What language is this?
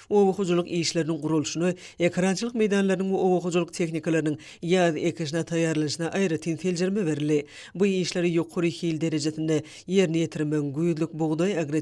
Turkmen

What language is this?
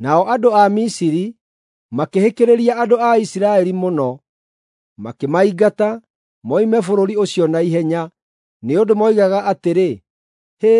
Kikuyu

